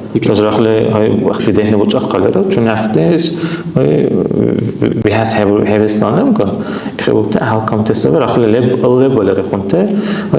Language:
Dargwa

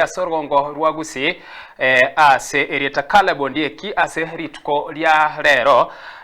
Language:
Gusii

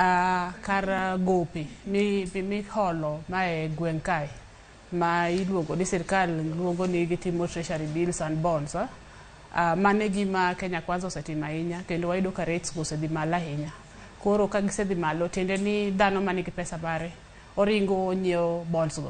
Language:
Luo (Kenya and Tanzania)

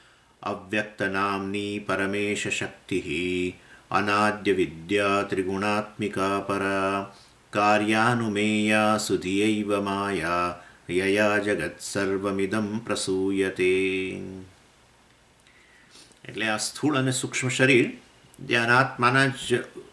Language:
Gujarati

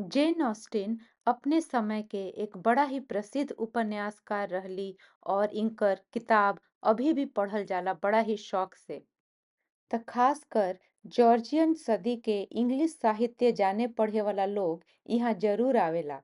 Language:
Bhojpuri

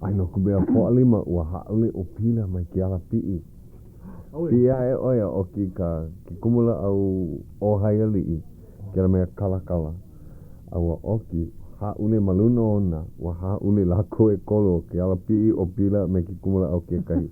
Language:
Hawaiian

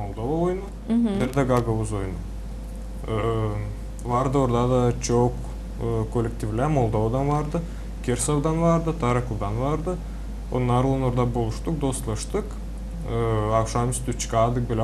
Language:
Gagauz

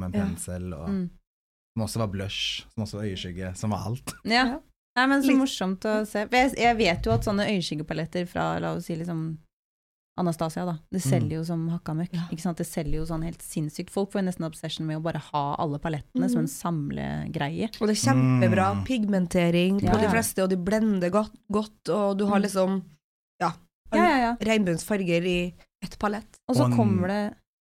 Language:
Norwegian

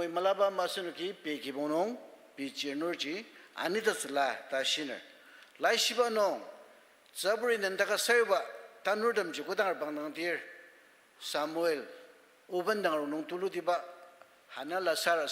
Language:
Ao Naga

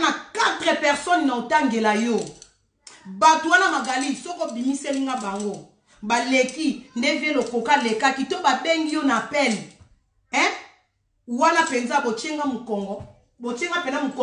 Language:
Lingala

